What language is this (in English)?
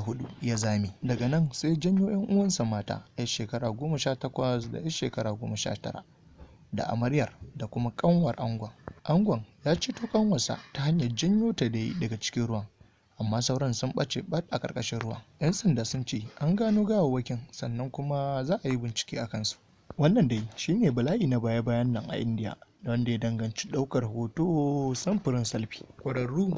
Hausa